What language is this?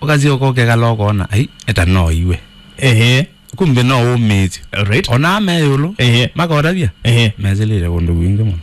Kamba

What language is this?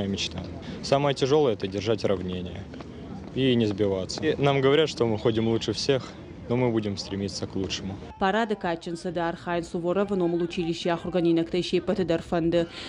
Ossetic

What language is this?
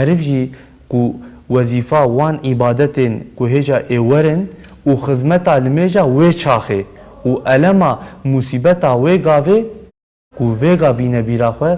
Kurdish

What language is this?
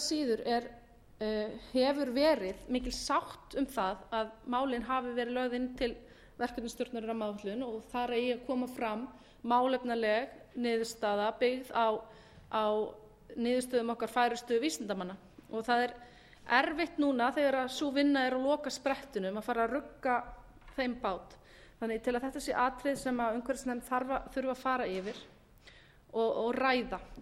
Icelandic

